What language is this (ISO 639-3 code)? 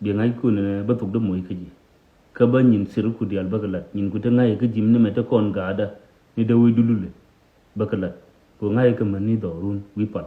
nus